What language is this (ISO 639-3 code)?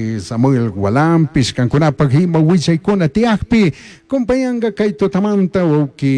qug